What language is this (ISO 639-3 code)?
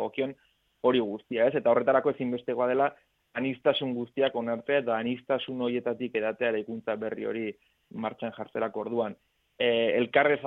eus